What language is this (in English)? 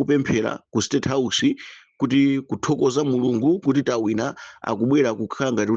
Nyanja